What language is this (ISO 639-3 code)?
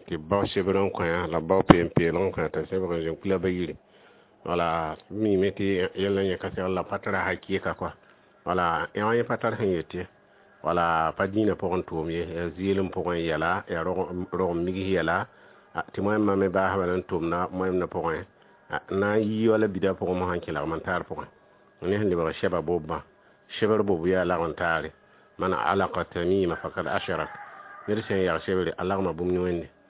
mos